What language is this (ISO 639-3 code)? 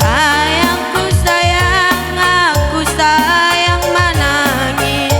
btx